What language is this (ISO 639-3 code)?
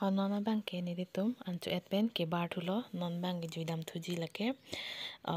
mjw